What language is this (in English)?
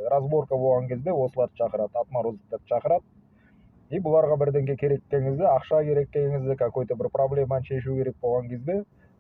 Kazakh